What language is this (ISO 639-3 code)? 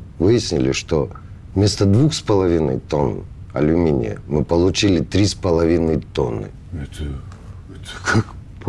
rus